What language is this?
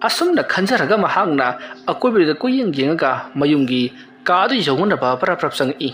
Manipuri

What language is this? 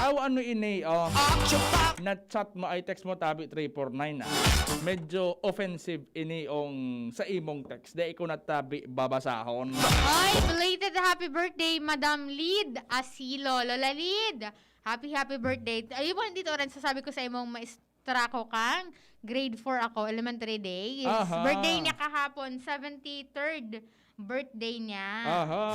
Bikol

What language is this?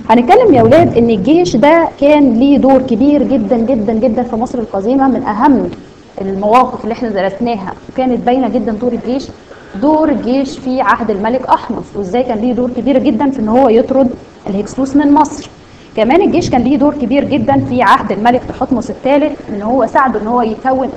Egyptian Arabic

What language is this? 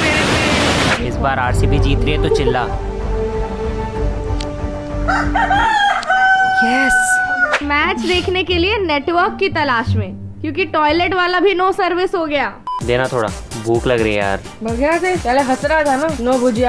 Hindi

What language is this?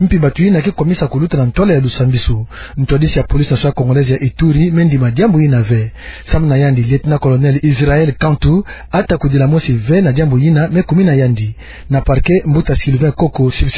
Kituba (Democratic Republic of Congo)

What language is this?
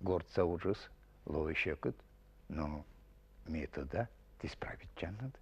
Komi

